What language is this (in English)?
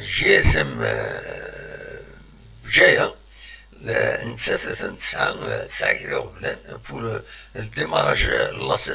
Kabyle